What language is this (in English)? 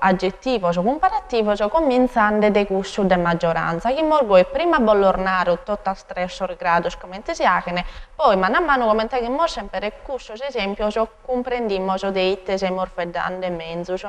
Sardinian